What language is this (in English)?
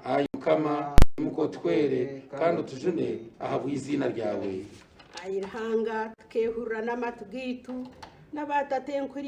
Nyankole